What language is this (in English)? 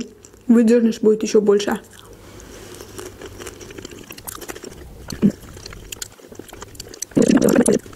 Russian